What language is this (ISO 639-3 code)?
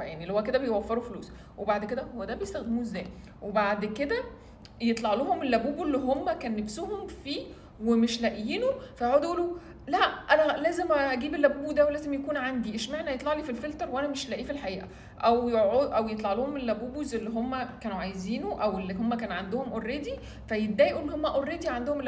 arz